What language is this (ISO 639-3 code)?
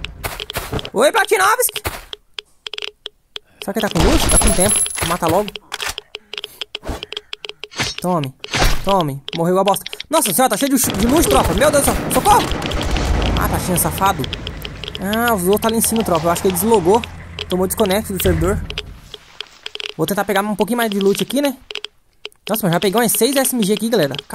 por